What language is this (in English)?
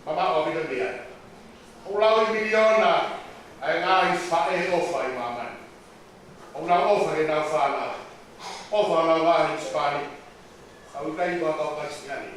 Tongan